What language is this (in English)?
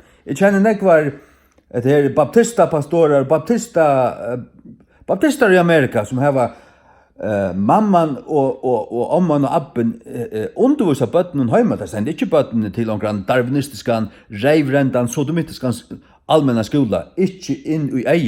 Faroese